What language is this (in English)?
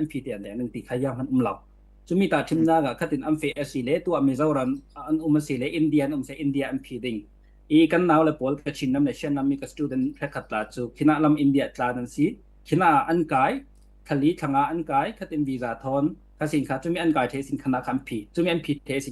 Falam Chin